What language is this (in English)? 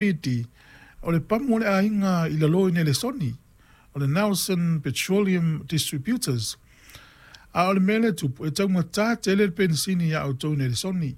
Samoan